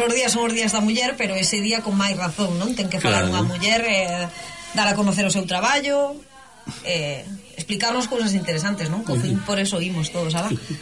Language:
Galician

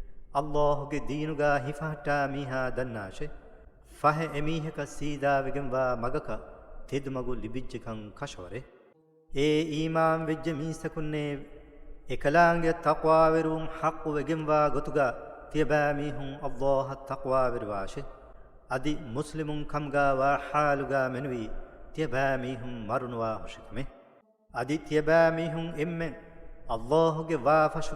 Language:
Divehi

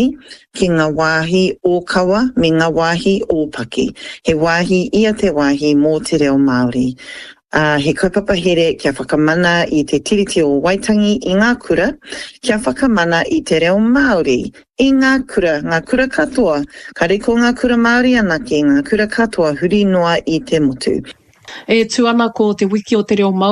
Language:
Māori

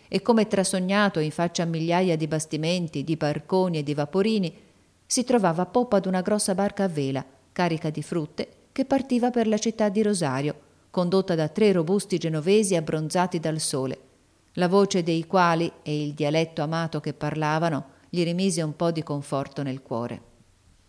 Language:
Italian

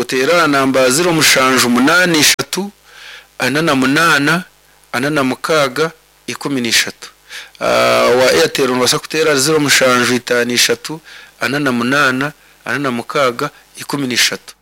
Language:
Nyankole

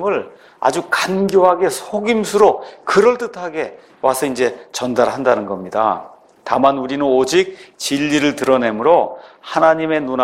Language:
Korean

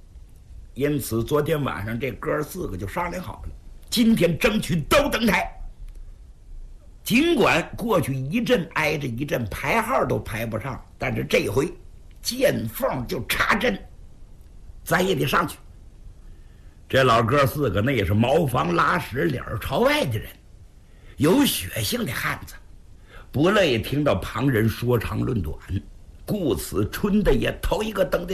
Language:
Chinese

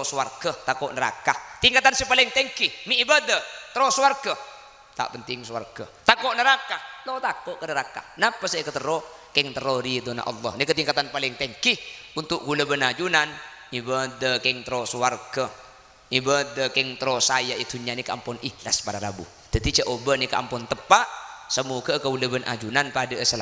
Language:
Madurese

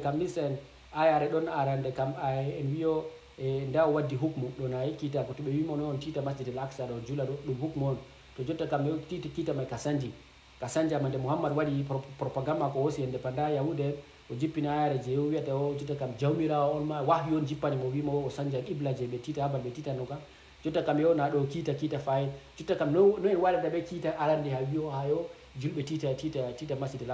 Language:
Fula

